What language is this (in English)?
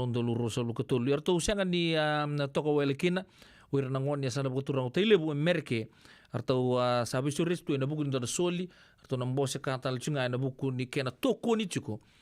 Fijian